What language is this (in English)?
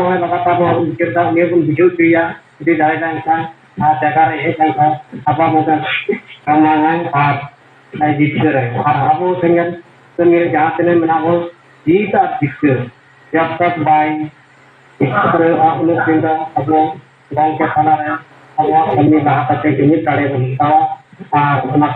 Santali